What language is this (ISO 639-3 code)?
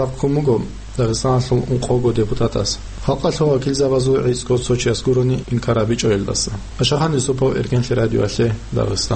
ava